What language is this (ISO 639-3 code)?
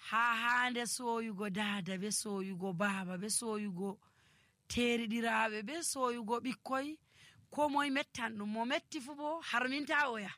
fuv